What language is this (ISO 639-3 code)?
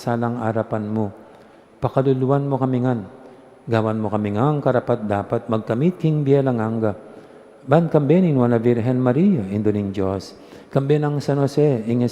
pam